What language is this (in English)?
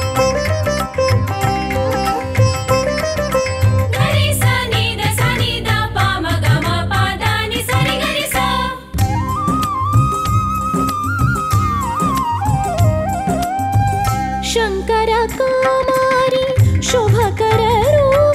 Kannada